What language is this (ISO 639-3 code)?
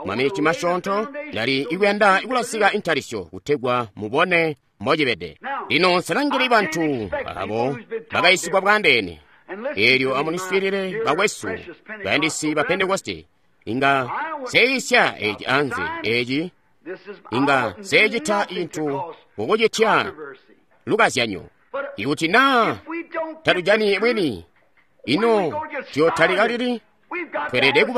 toi